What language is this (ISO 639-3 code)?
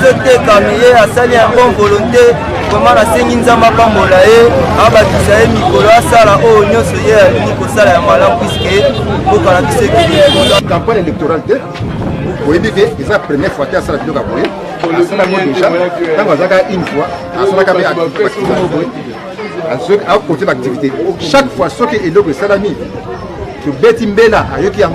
lin